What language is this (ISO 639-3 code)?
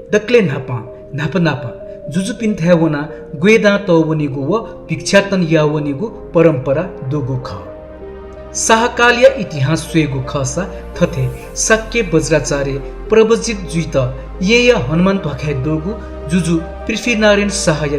new